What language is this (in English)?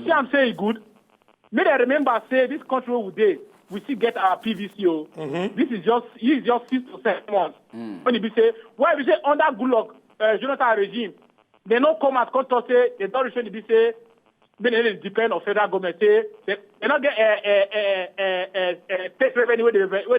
Nigerian Pidgin